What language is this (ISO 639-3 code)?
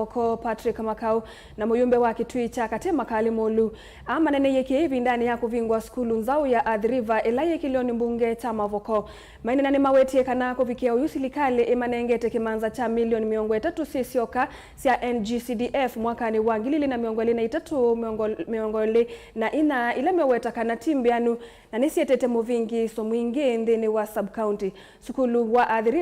kam